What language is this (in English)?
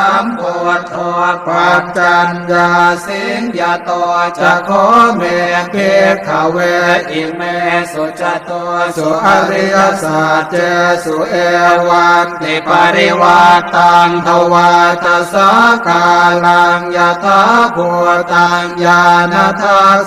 Pali